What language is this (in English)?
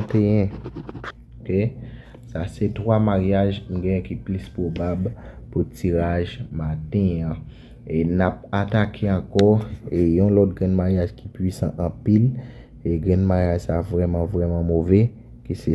Haitian Creole